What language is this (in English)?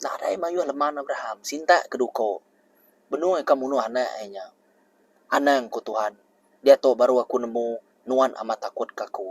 Iban